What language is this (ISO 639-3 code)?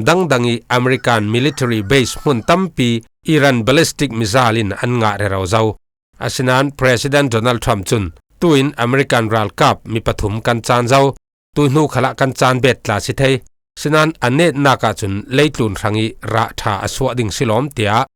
cfm